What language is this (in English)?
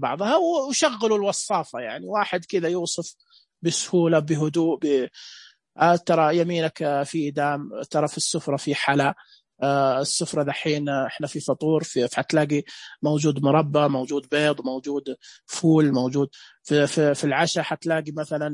Najdi Arabic